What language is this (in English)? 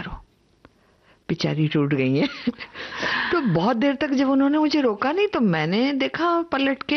Hindi